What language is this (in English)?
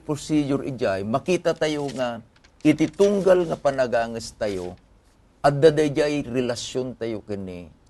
Iloko